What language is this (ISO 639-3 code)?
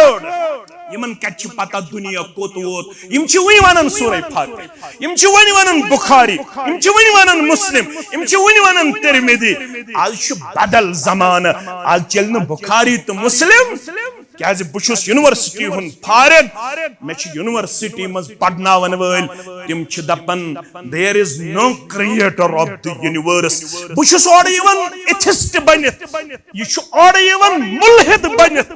kas